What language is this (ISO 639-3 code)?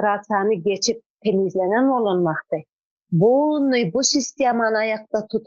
tuk